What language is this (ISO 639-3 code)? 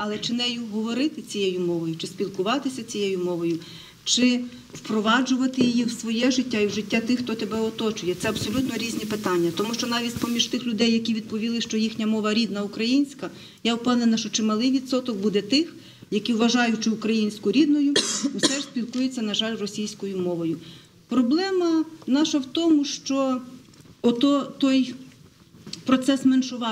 ukr